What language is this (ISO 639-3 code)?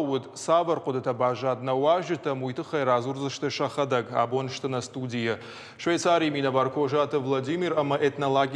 oss